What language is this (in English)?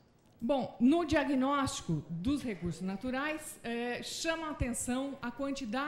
Portuguese